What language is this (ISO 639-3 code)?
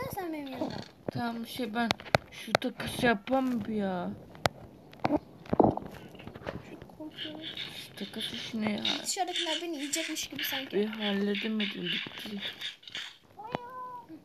tur